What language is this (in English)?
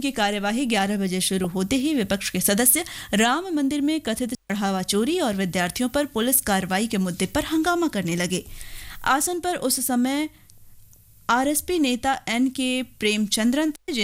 Hindi